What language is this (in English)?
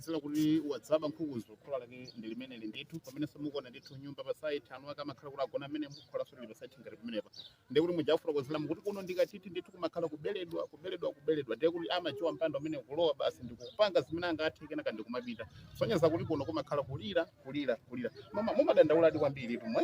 Nyanja